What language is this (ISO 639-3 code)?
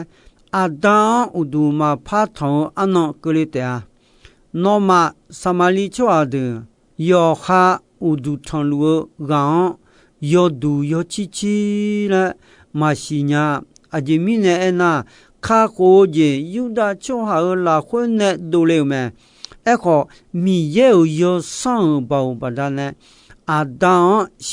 ahk